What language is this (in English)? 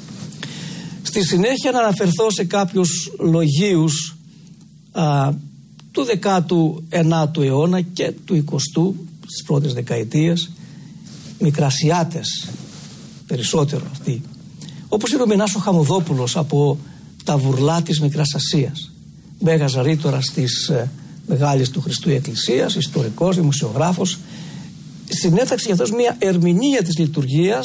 Greek